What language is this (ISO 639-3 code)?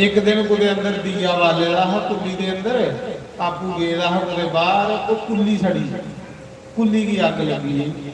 doi